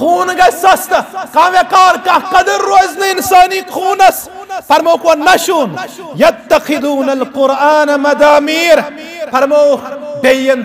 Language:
Kashmiri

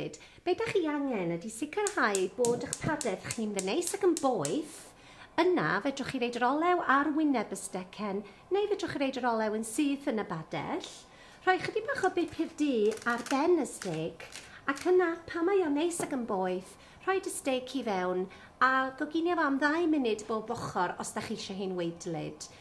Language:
Welsh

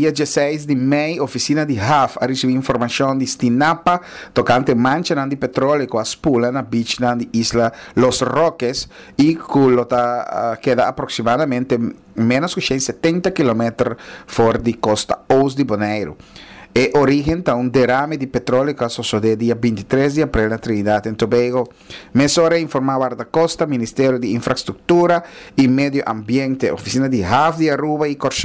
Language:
Papiamento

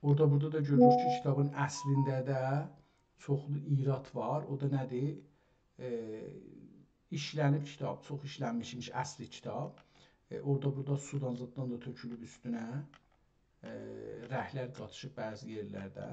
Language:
South Azerbaijani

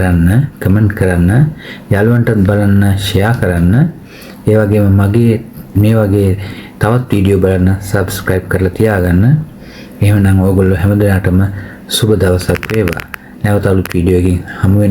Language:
Sinhala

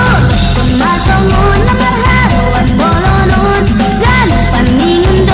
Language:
Batak Simalungun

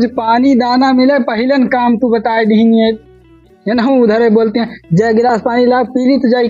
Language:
Awadhi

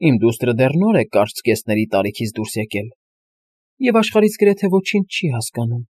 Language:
Armenian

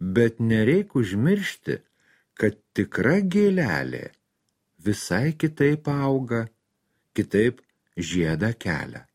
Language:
Lithuanian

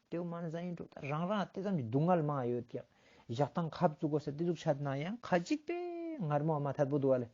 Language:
Ladakhi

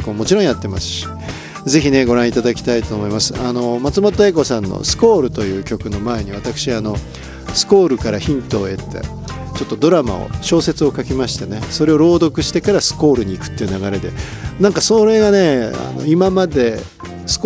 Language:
Japanese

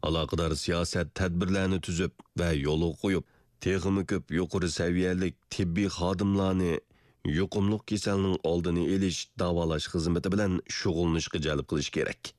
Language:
Uyghur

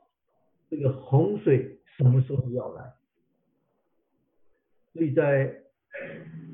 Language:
Chinese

